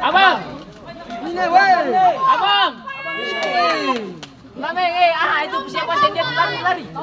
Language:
Ambonese Malay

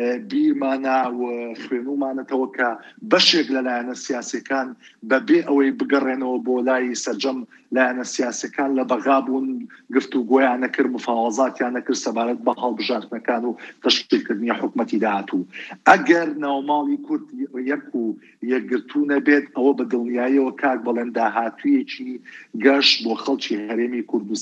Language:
Central Kurdish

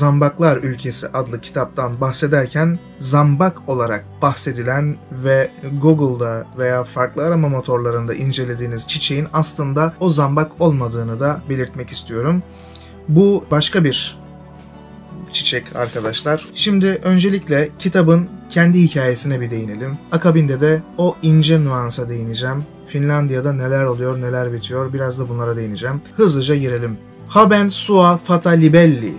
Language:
Turkish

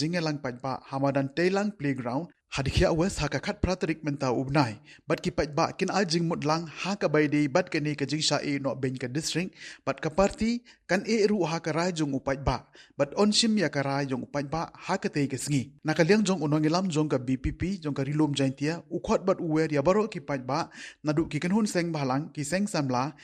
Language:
Khasi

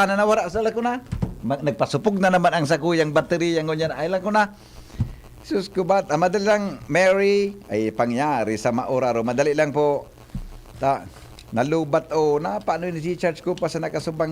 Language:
Bikol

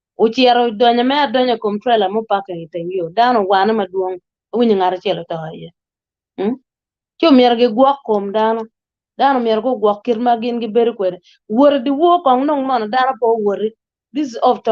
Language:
Acoli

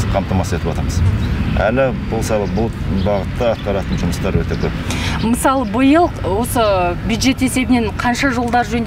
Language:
Kazakh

